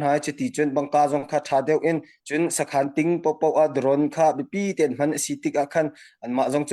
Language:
Hakha Chin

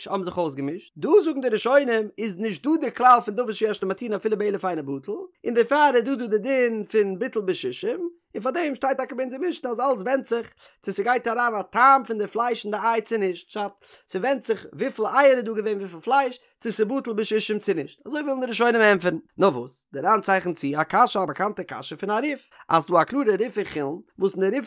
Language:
Yiddish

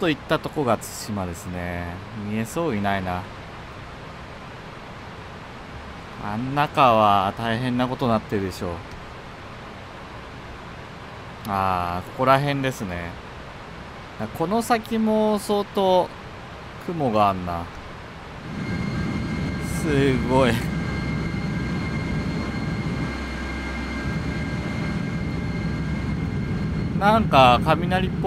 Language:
Japanese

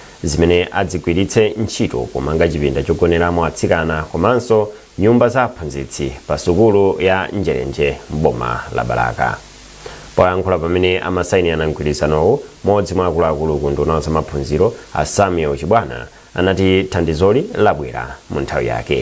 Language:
Nyanja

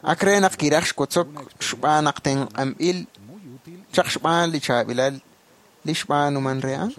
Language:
Kekchí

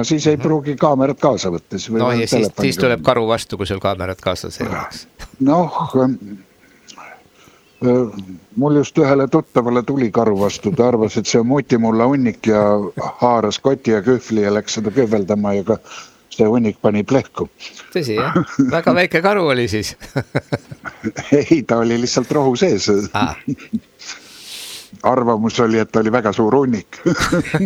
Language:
Estonian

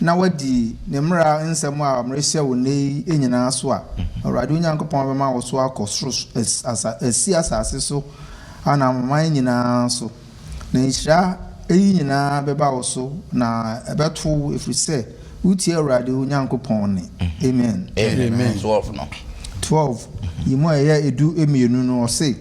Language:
Akan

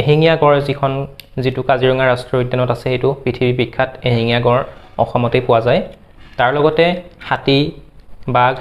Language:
Assamese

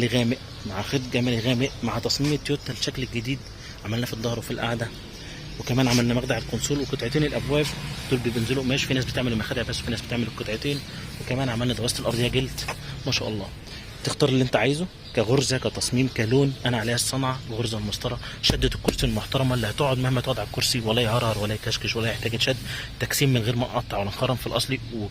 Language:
Egyptian Arabic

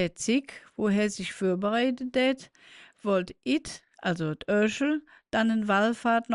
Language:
Colognian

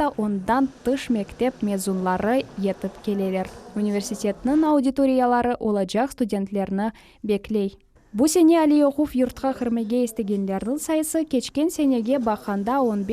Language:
Crimean Tatar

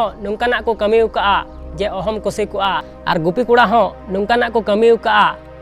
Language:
Santali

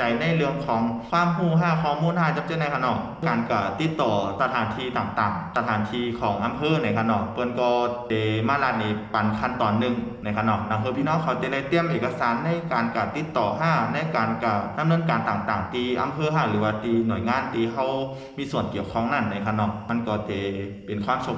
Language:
Shan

